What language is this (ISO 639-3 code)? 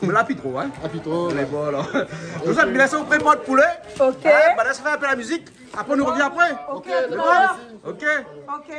rcf